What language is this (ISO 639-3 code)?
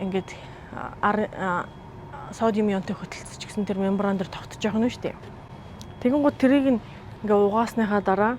mon